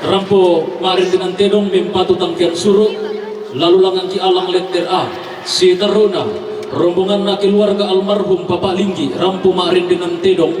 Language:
Toraja-Sa'dan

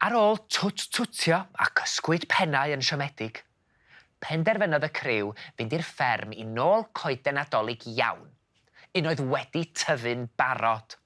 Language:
Welsh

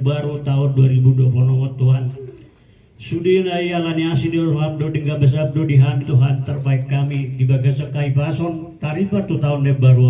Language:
Batak Toba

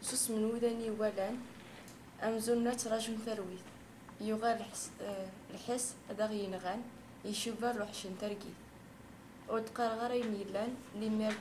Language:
Kabyle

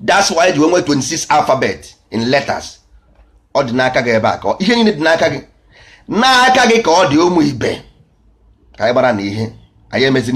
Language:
Igbo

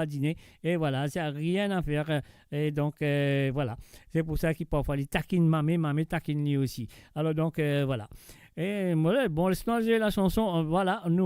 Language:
Morisyen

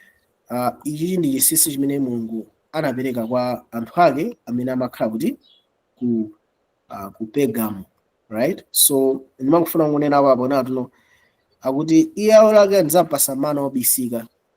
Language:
Nyanja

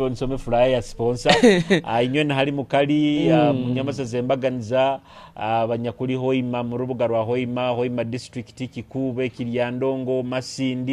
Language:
Nyoro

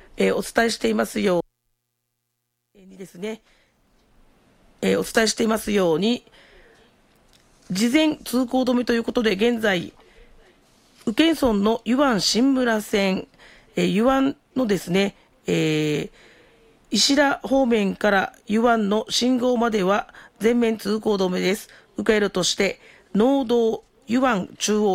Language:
Japanese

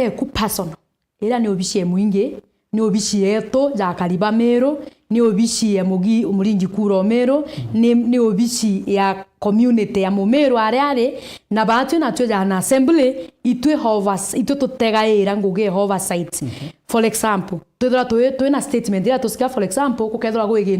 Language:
Meru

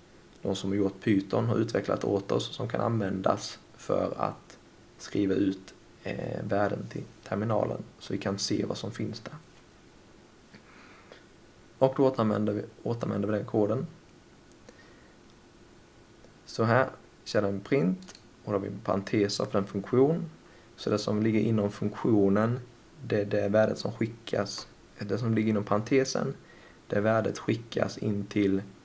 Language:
Swedish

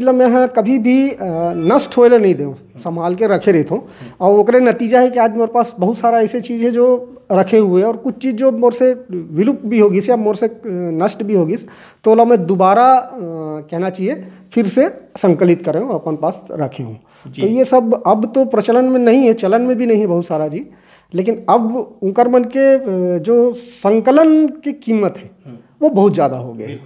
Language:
Chhattisgarhi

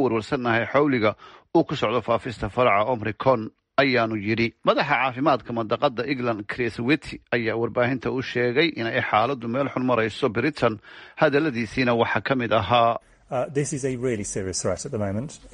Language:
Somali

